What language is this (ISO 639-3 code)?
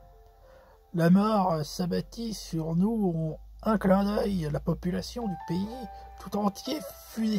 fra